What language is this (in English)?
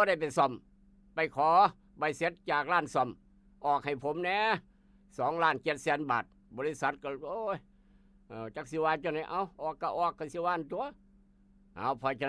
Northeastern Thai